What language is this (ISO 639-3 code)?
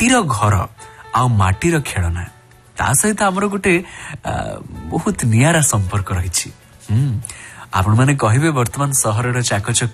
ori